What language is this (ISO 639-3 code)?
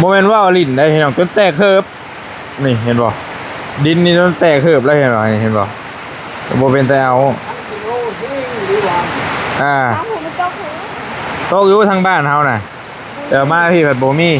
tts